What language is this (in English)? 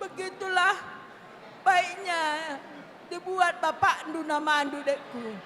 Batak Karo